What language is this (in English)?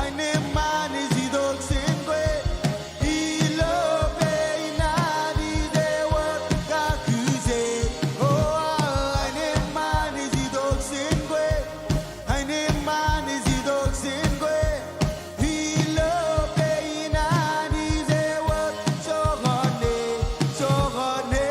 Marshallese